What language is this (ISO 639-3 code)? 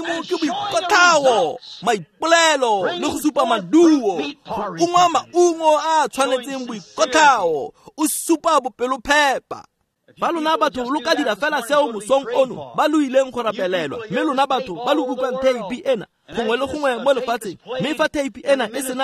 tsn